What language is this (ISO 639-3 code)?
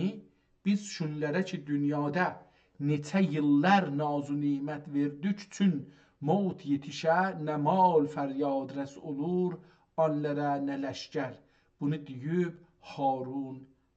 azb